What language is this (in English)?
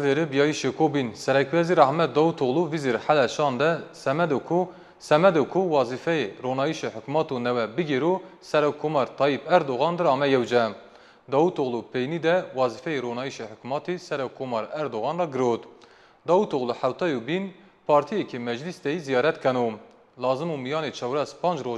Zaza